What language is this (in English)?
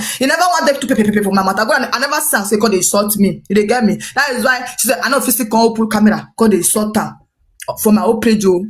Nigerian Pidgin